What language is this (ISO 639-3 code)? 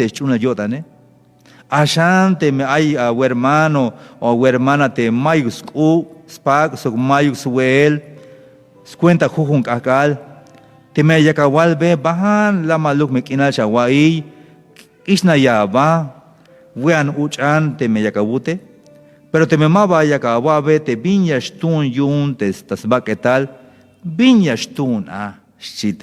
tzh